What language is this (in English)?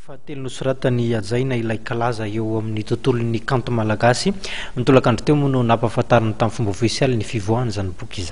Malagasy